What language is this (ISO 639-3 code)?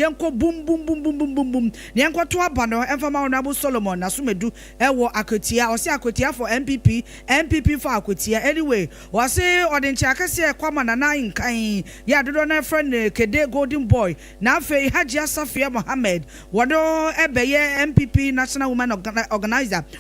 aka